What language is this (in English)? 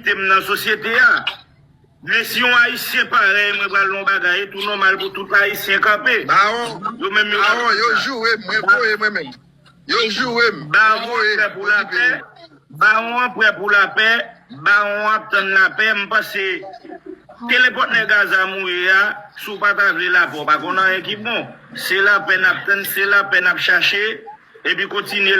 Haitian Creole